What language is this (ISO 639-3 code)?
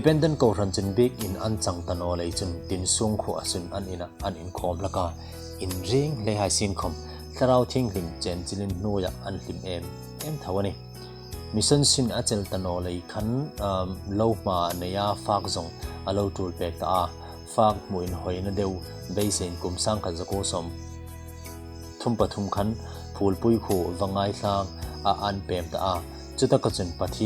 hmr